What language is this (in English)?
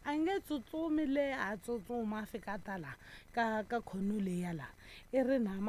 Tsonga